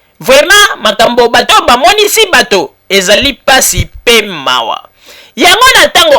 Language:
Lingala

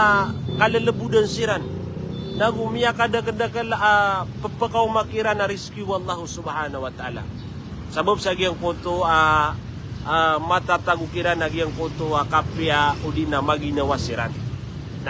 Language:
Maranao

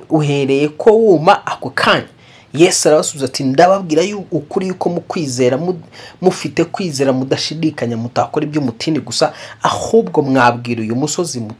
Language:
Kinyarwanda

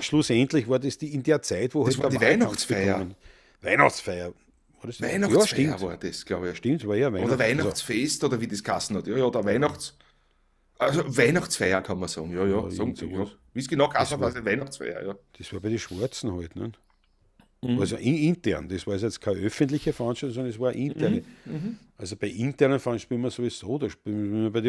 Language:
Bavarian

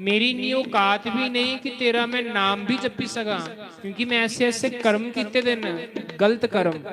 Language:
Dogri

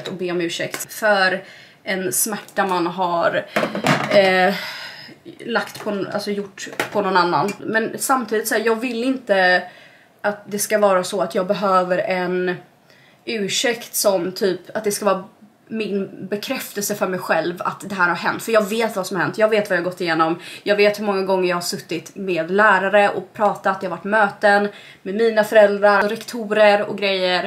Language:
Swedish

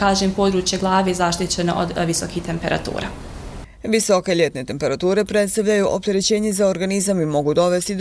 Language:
Bosnian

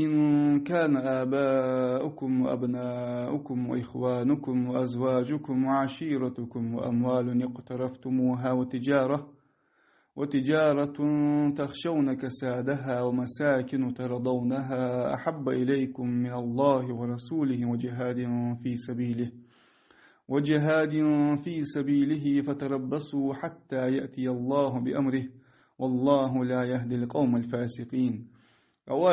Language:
Ingush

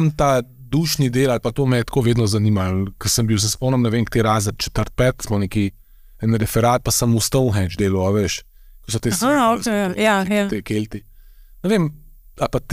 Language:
Slovenian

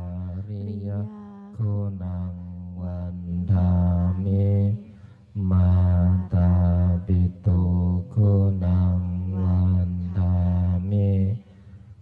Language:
Pali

